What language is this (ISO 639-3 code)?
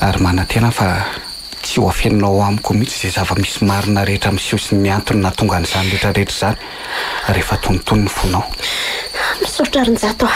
mlg